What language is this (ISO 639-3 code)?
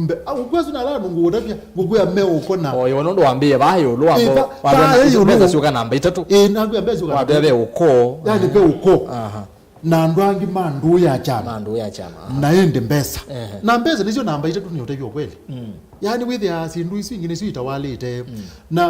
kam